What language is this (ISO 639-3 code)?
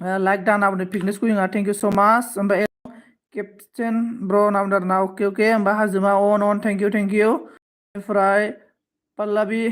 brx